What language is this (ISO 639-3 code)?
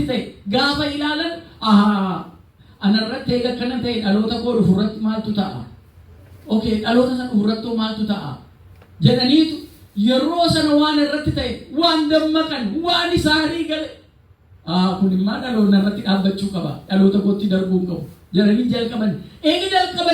orm